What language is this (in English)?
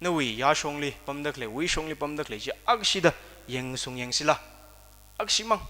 Tangkhul Naga (India)